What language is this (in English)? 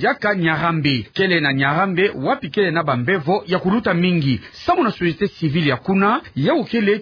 Kituba (Democratic Republic of Congo)